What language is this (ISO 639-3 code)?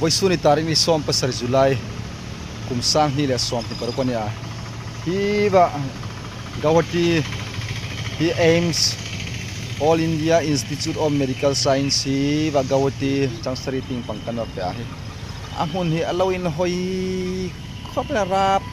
hmr